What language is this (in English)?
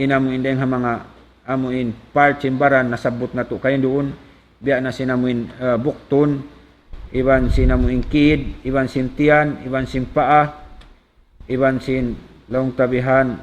Tausug